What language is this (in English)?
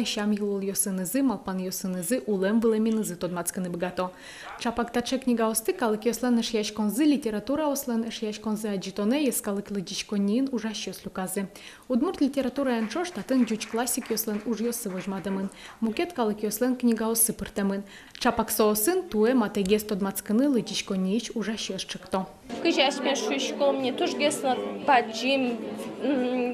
Udmurt